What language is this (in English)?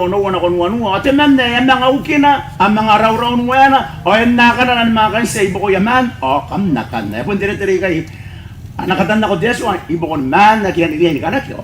Gilbertese